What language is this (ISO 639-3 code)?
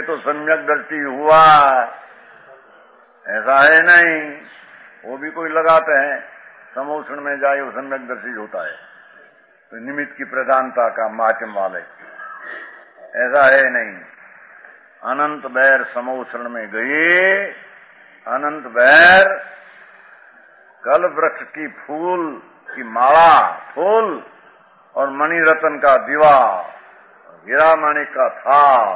hin